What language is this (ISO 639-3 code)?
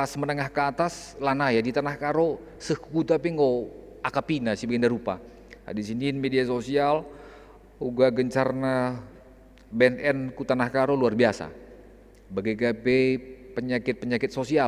btx